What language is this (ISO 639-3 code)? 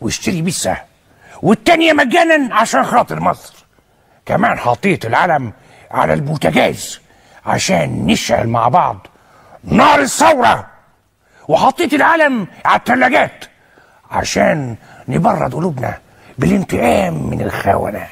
arz